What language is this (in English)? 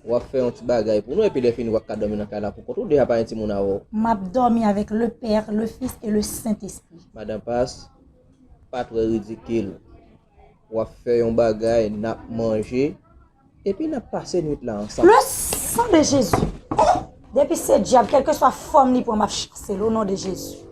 Haitian Creole